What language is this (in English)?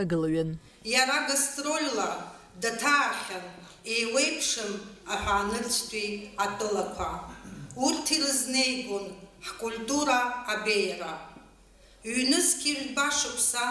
Abkhazian